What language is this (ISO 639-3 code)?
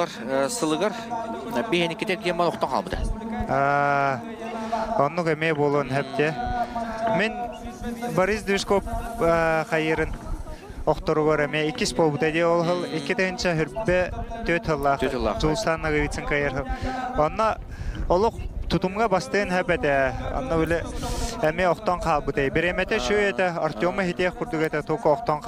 sah